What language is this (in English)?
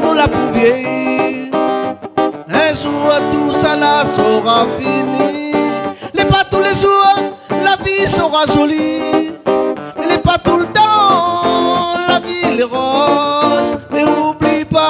Réunion Creole French